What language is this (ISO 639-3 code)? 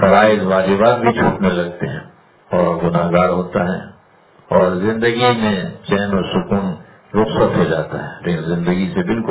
urd